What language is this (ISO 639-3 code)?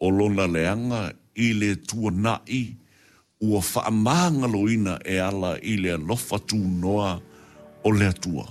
smo